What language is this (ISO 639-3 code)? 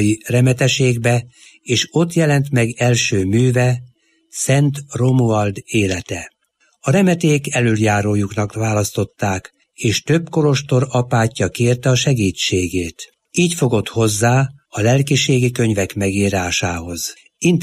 hun